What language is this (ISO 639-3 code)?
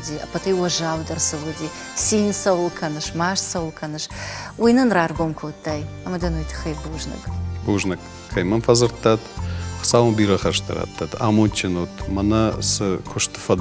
oss